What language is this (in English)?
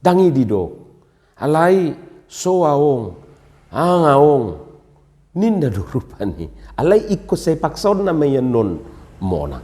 Batak Toba